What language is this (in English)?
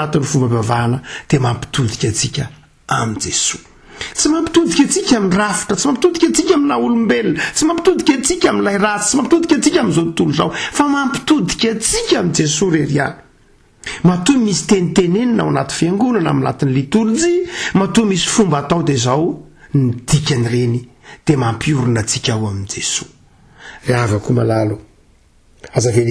Malagasy